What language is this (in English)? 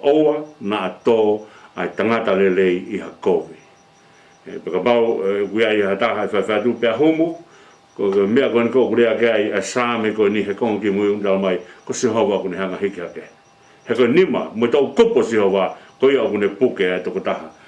Tongan